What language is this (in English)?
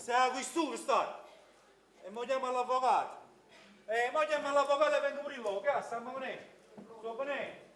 Neapolitan